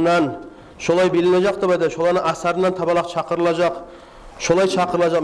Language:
Kumyk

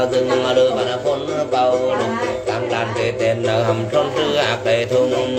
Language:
Vietnamese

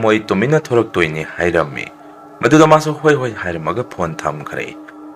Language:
Manipuri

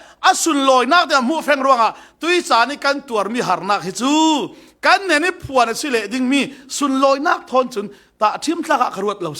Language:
Falam Chin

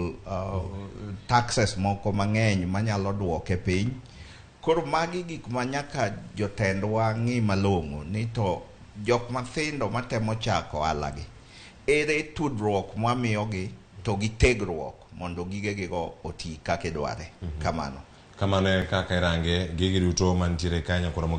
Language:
Luo (Kenya and Tanzania)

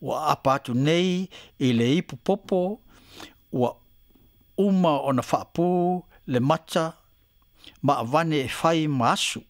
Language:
Samoan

